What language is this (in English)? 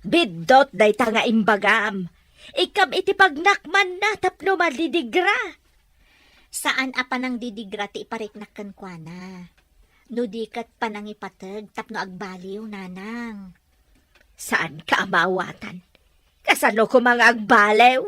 Iloko